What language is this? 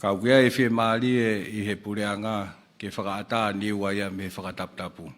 Tongan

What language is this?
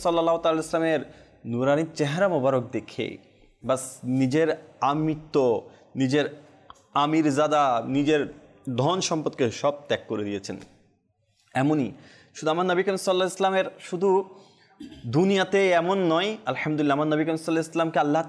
Bangla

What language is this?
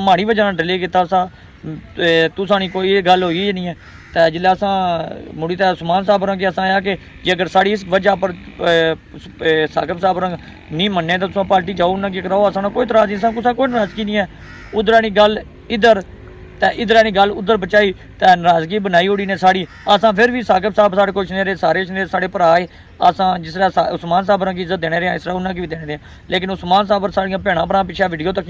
Pahari-Potwari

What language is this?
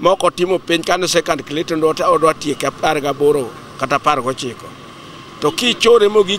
Luo (Kenya and Tanzania)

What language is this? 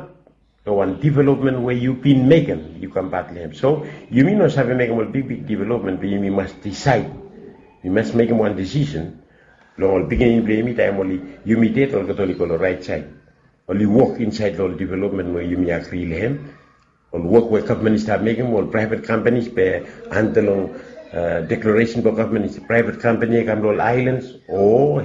Bislama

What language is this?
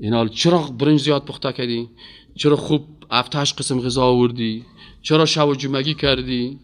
Persian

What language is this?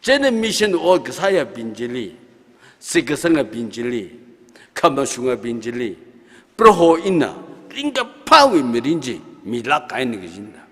Tangkhul Naga (India)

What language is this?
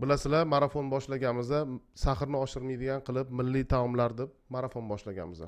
Uzbek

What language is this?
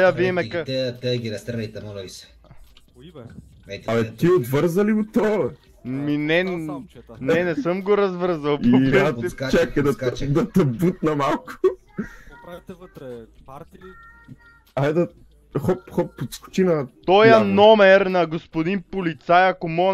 Bulgarian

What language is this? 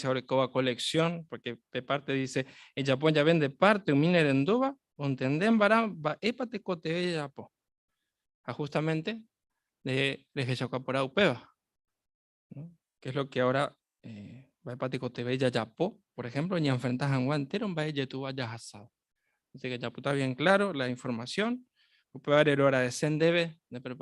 Guarani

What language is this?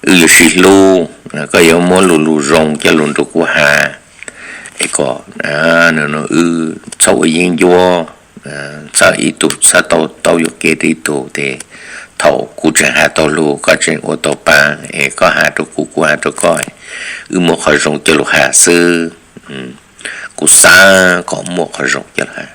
Hmong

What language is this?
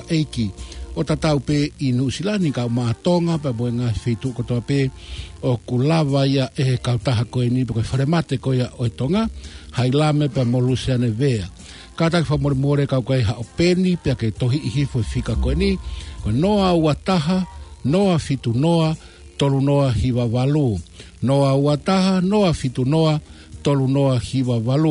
Tongan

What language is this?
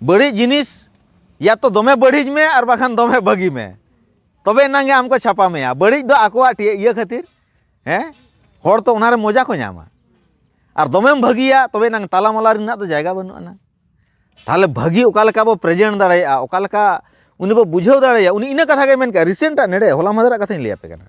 Santali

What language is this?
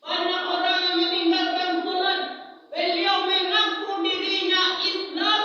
Minangkabau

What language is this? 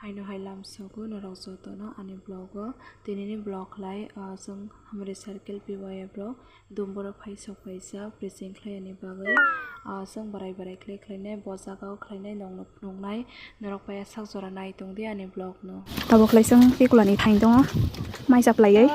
Kok Borok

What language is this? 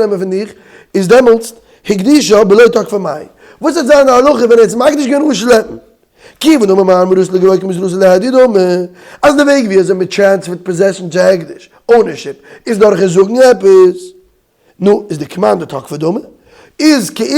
Yiddish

